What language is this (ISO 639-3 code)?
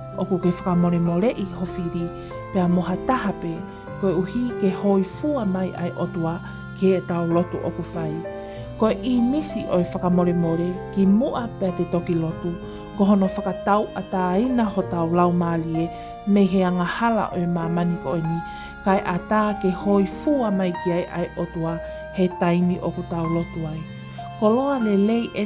ton